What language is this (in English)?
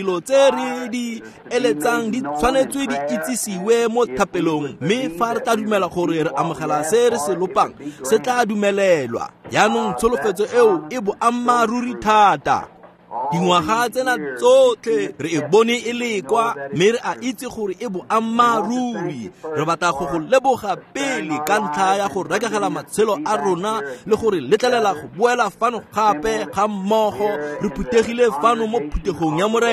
Tswana